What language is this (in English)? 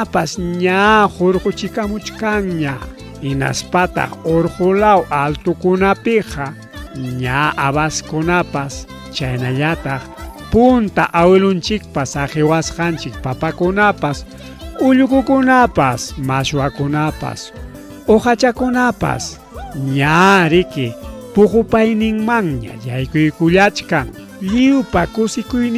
Ayacucho Quechua